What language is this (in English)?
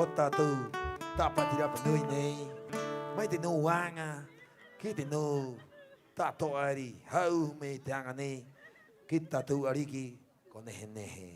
Rapanui